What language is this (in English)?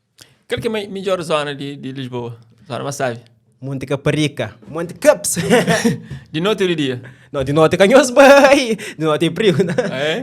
Kabuverdianu